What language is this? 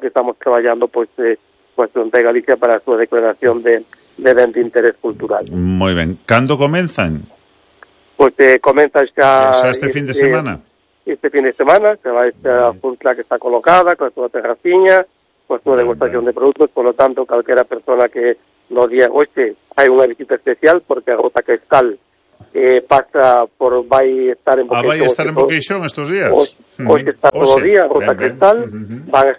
Galician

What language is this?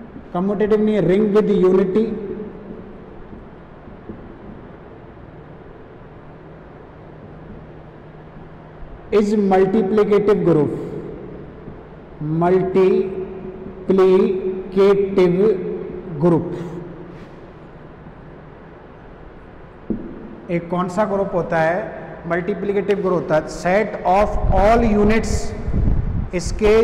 Hindi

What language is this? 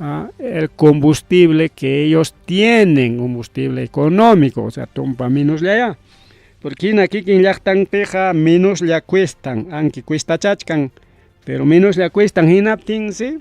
Ayacucho Quechua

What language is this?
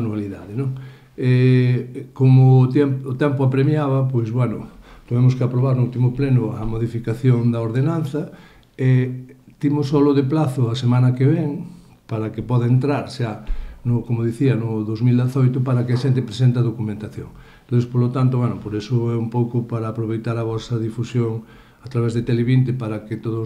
Galician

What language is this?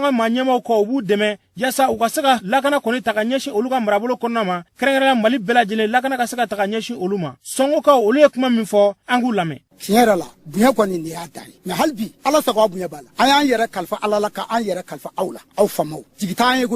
Bambara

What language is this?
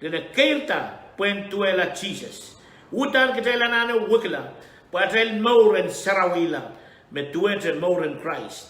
Pohnpeian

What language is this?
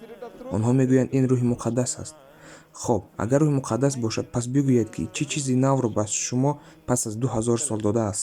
Tajik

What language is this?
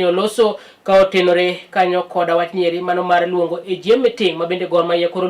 Luo (Kenya and Tanzania)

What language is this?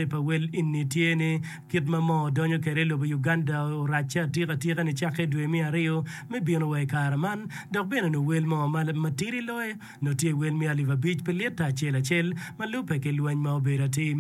Acoli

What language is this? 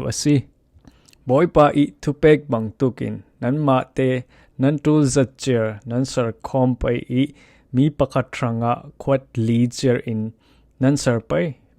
Falam Chin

